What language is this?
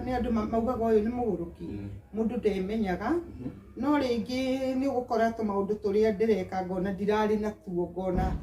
Kikuyu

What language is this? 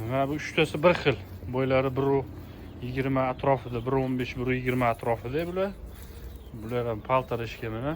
Uzbek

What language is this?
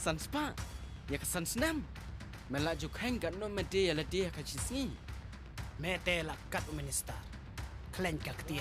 Khasi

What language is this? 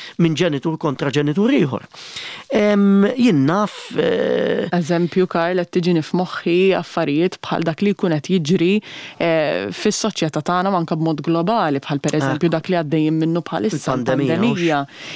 Maltese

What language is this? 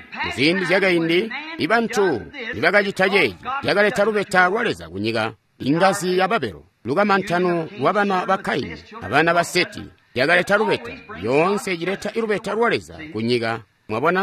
Tonga (Zambia)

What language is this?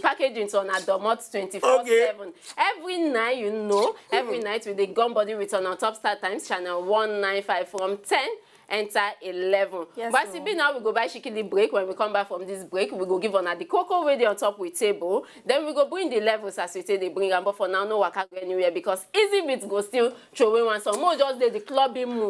Nigerian Pidgin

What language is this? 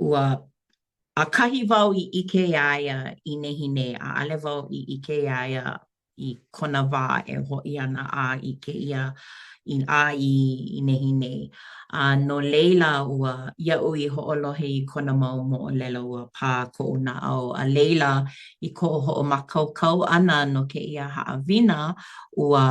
Hawaiian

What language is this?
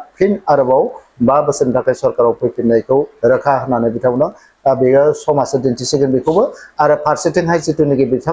Bodo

